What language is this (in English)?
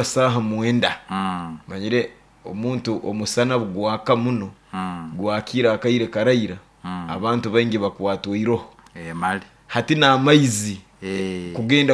Nyoro